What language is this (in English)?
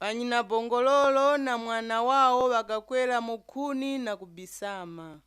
Nyanja